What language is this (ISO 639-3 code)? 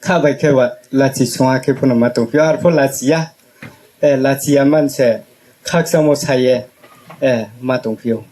ria